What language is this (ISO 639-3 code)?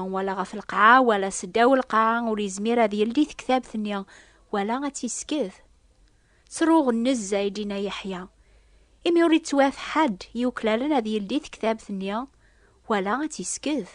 kab